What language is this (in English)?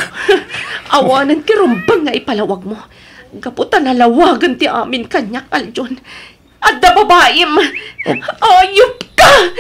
Iloko